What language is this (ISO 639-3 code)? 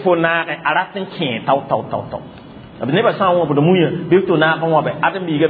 mos